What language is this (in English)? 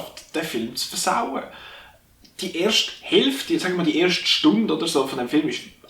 Swiss German